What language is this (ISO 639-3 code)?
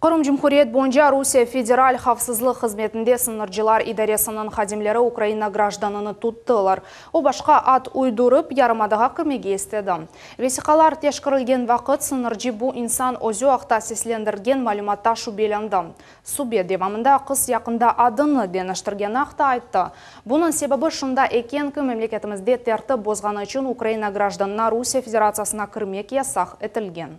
crh